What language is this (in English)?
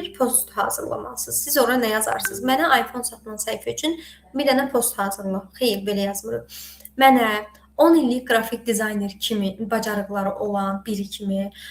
Azerbaijani